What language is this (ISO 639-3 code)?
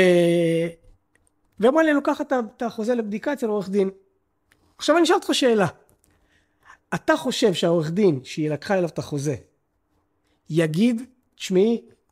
heb